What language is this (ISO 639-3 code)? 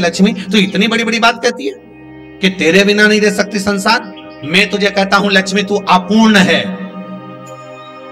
hin